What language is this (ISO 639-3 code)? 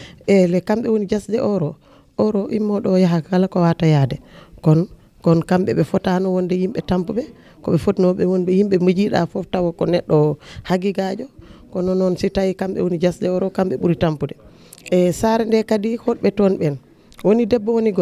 ful